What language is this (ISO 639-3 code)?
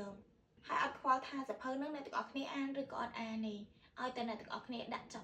khm